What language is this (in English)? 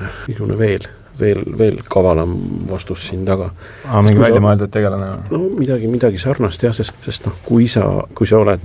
Estonian